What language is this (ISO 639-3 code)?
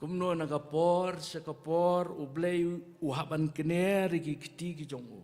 kha